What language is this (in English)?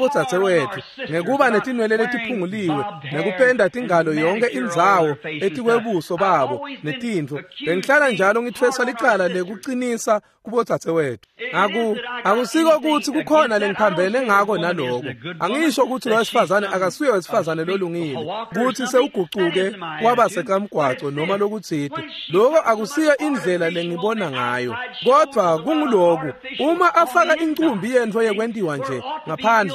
Swati